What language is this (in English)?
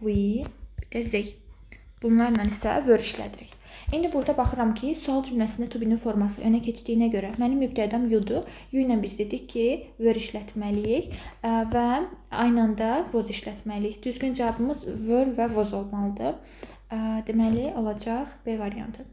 Azerbaijani